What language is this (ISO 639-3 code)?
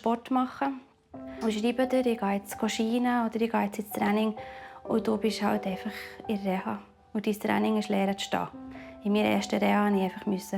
gsw